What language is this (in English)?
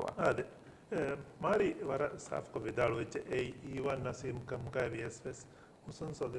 Divehi